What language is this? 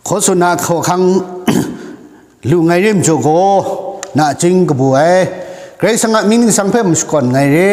Kachin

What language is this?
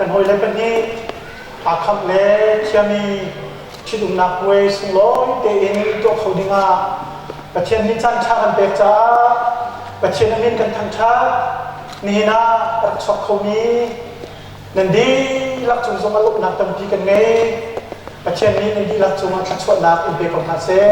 Hakha Chin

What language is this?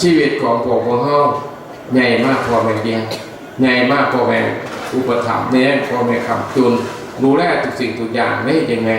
Northeastern Thai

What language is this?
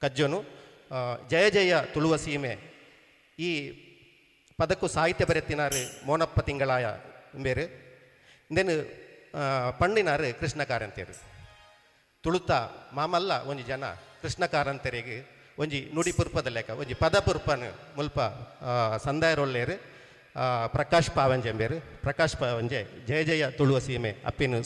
Tulu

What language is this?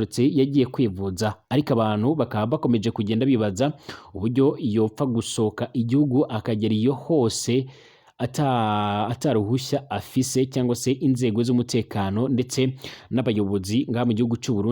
Rundi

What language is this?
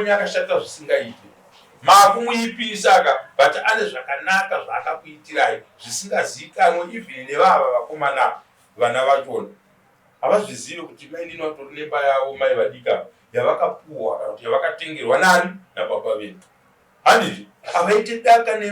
Shona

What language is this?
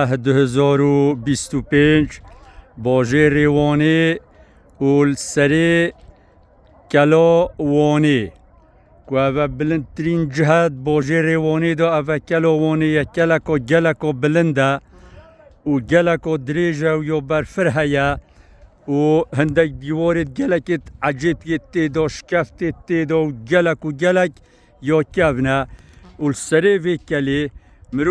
Kurdish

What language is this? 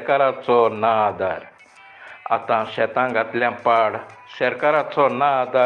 Konkani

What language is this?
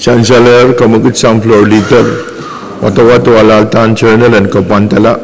Pohnpeian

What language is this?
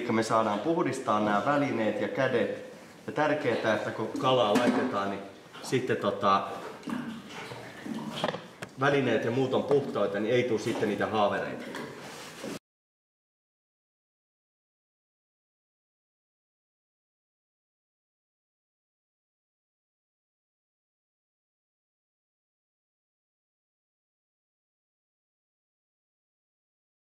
Finnish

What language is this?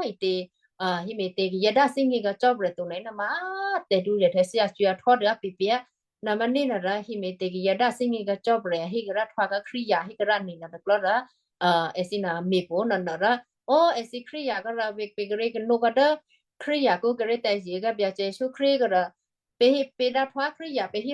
Western Kayah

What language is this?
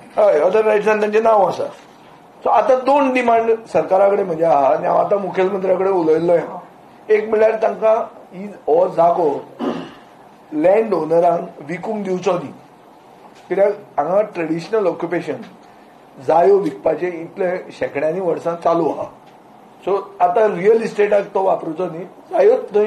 Konkani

